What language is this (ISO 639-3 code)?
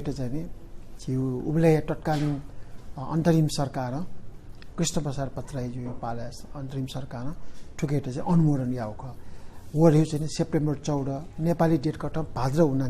new